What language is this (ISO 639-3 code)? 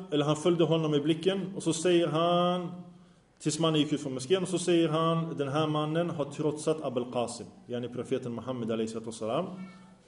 swe